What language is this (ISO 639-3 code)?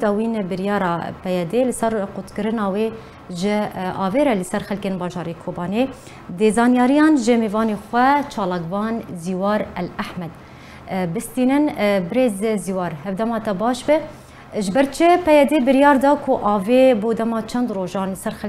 kur